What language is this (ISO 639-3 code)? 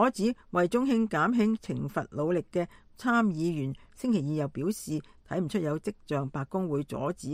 yue